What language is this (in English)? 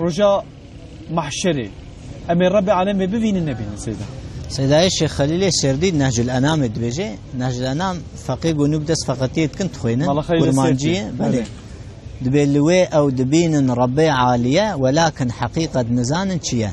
Kurdish